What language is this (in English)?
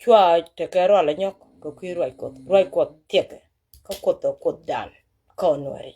Nuer